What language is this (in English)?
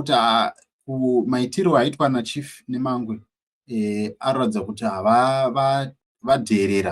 Shona